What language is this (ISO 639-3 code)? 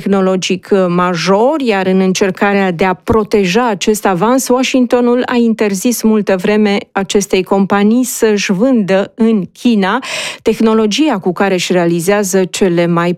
ron